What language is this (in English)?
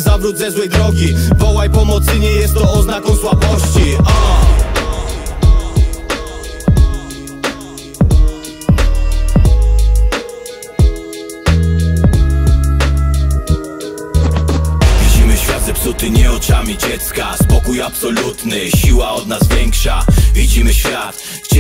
Polish